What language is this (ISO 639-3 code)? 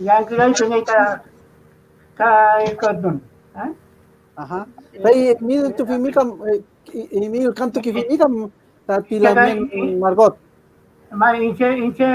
arn